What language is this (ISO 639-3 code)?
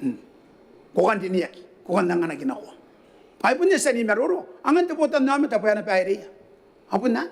gil